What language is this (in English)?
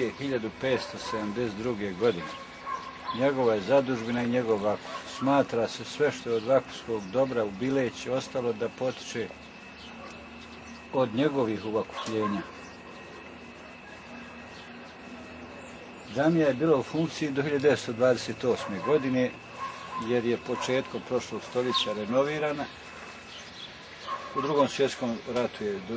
Bosnian